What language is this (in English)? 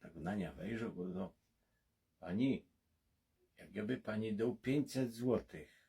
Silesian